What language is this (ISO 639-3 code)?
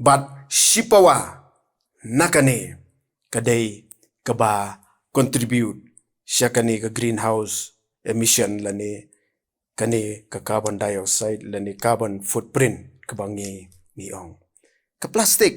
kha